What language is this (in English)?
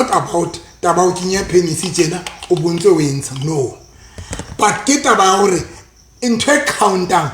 Southern Sotho